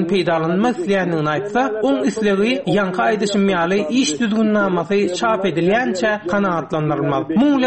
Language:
Turkmen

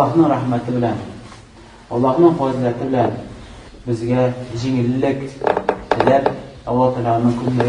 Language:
Tatar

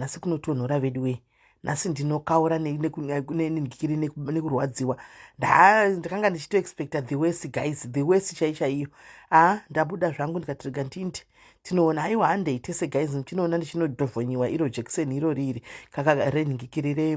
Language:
Shona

